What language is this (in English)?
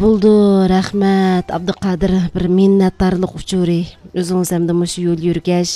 Uyghur